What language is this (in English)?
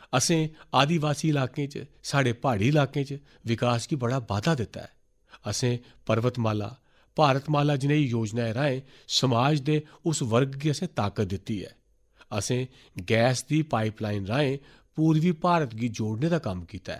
Dogri